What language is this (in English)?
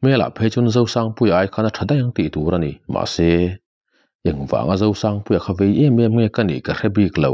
Mizo